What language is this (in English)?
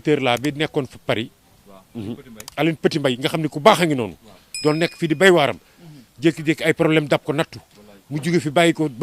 Wolof